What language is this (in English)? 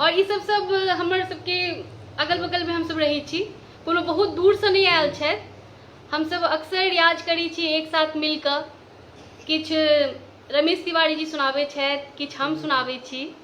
Maithili